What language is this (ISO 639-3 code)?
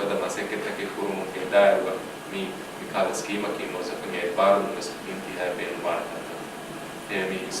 div